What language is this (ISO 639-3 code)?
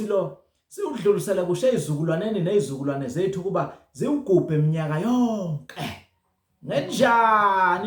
zul